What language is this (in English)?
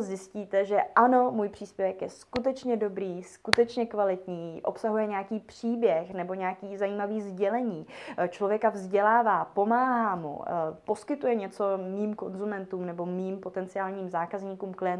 Czech